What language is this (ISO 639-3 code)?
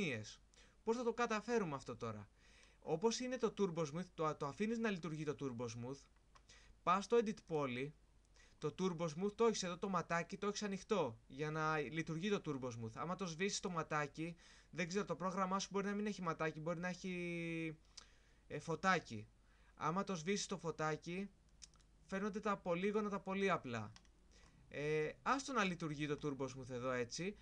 ell